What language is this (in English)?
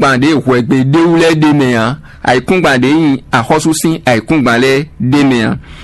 Fon